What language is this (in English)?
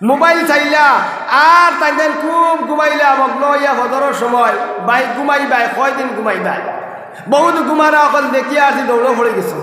Sylheti